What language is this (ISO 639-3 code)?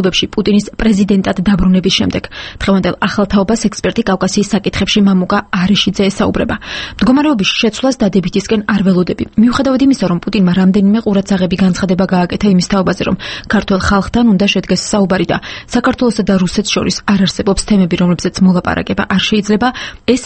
kat